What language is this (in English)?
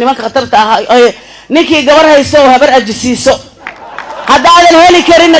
Somali